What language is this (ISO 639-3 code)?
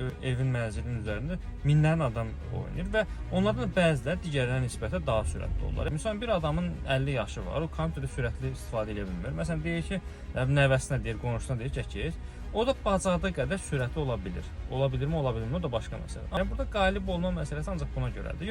aze